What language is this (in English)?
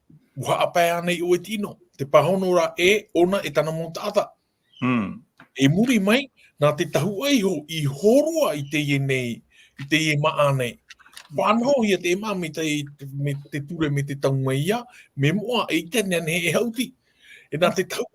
Tahitian